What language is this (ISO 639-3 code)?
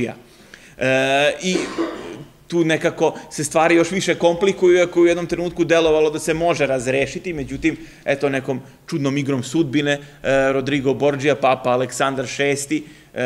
srp